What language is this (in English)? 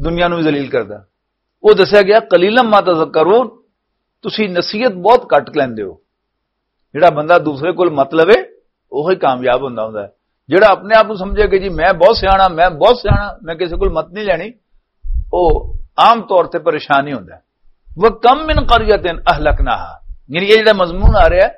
Western Panjabi